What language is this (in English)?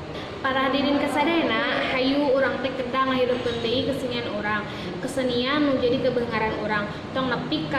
Sundanese